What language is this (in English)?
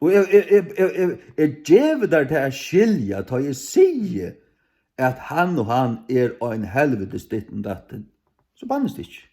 Faroese